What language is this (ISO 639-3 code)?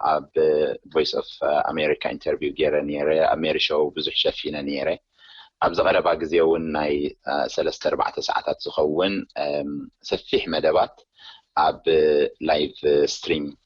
tir